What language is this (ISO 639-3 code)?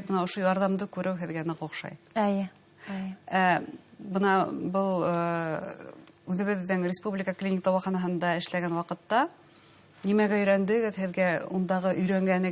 bak